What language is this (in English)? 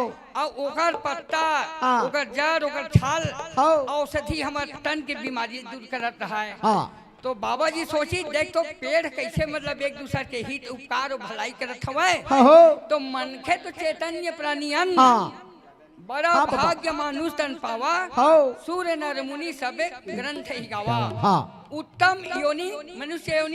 Chhattisgarhi